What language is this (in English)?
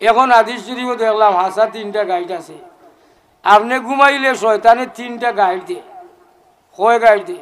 Sylheti